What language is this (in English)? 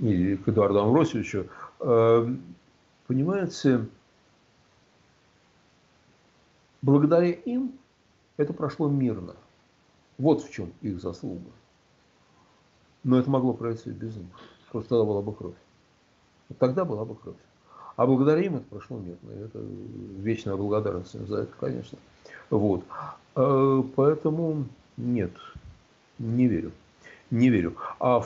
Russian